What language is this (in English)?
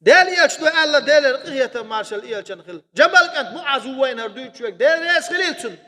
Chechen